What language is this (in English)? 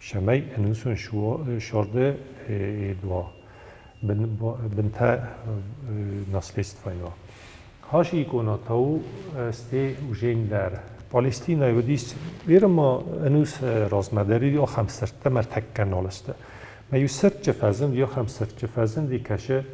Ossetic